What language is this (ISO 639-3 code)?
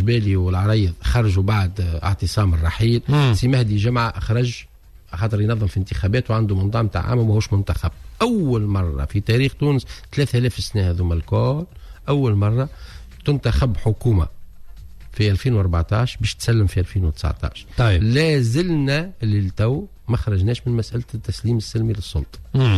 aeb